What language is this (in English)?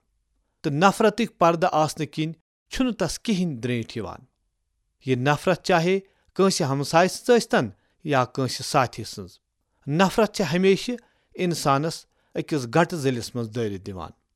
Kashmiri